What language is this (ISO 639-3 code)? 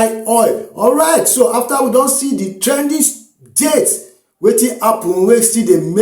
pcm